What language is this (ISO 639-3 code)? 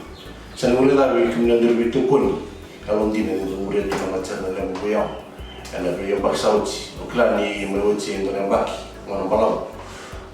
fij